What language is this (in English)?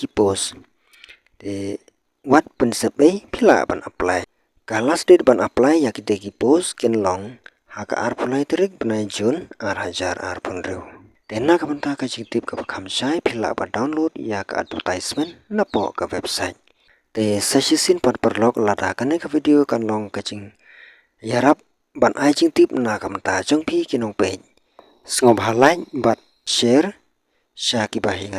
Khasi